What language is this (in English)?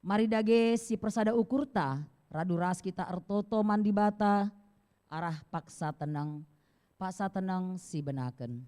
Batak Karo